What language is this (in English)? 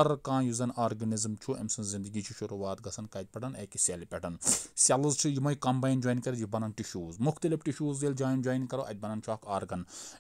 Kashmiri